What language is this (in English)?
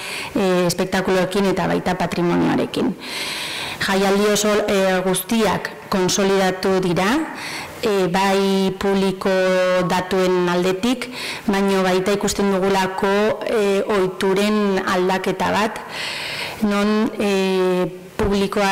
Basque